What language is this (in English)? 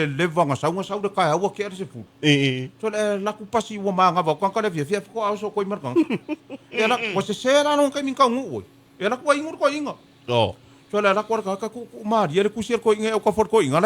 Samoan